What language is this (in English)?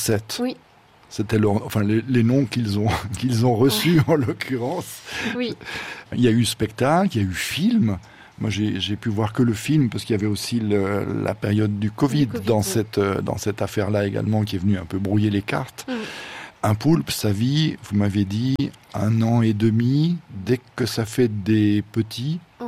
French